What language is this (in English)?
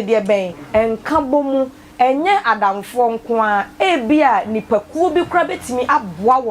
Akan